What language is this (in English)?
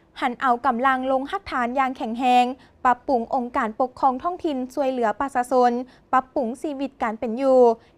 Lao